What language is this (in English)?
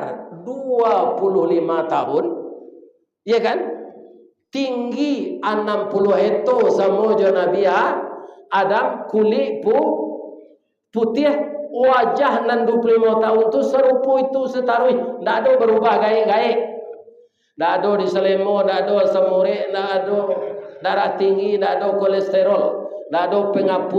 Minangkabau